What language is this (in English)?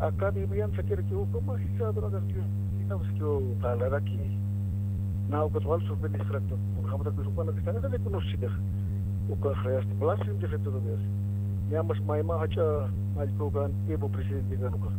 Aymara